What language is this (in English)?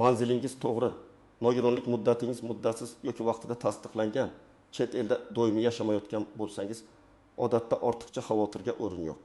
Uzbek